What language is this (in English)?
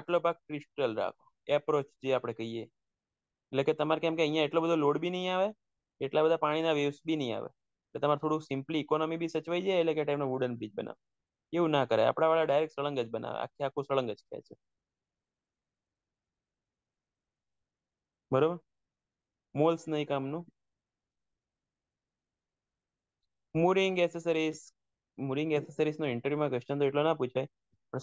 Gujarati